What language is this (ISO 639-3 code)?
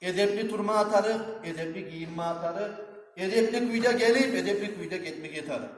kum